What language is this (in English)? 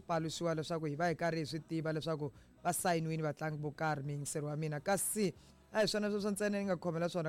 Tsonga